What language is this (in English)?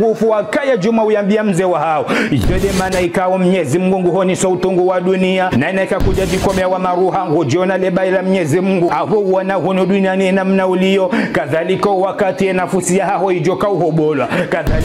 Ngazidja Comorian